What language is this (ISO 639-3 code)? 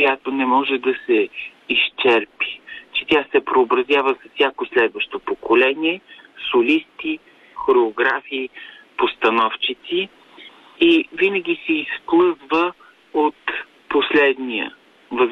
bul